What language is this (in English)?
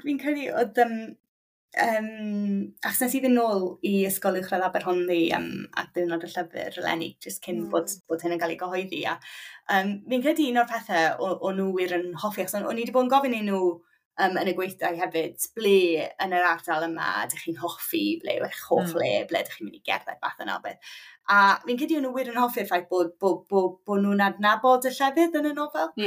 Welsh